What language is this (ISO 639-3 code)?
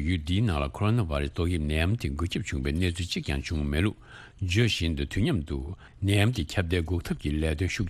bod